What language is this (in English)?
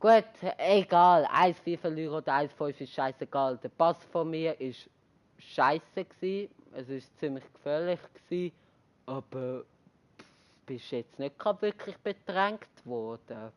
Swiss German